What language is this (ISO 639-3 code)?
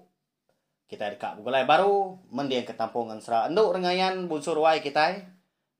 iba